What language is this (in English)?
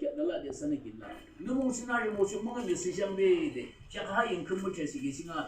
Yimchungru Naga